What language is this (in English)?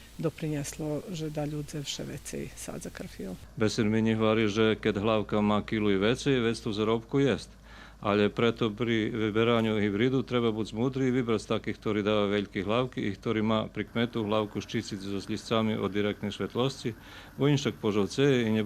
Rusyn